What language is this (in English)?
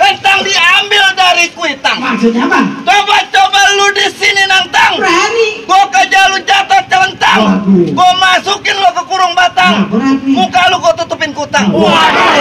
Betawi